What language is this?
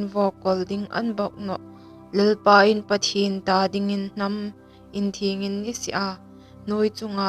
Hmar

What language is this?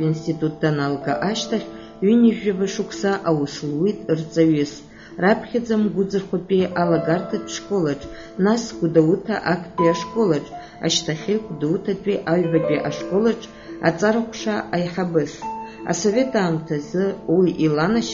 Abkhazian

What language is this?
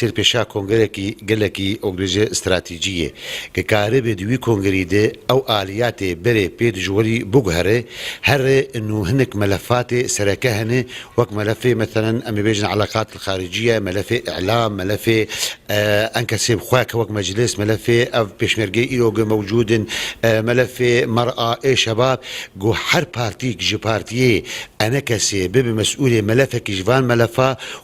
Kurdish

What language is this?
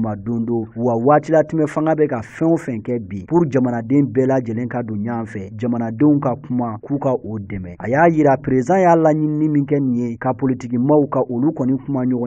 Bambara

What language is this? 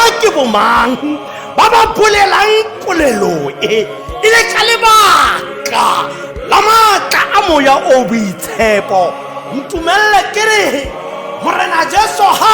Tswana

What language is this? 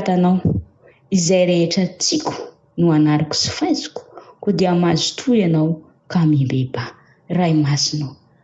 Malagasy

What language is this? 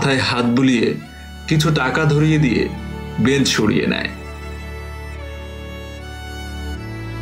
Bangla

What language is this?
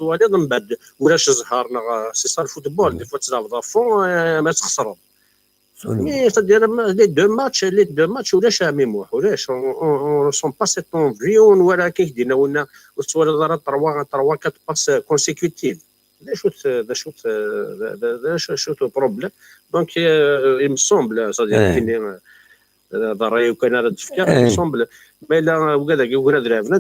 Kabyle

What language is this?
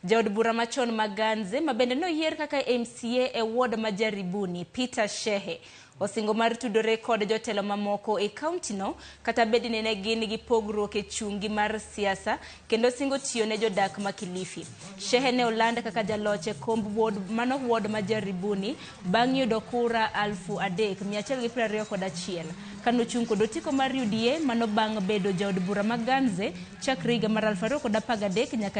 Luo (Kenya and Tanzania)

